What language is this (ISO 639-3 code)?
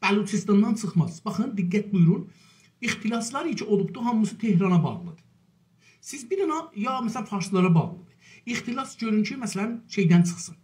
azb